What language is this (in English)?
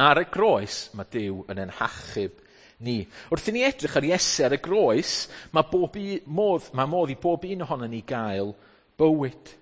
Welsh